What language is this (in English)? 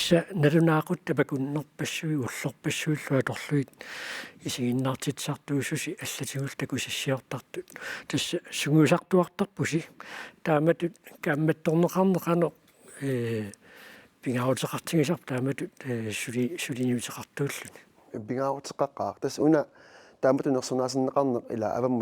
Kalaallisut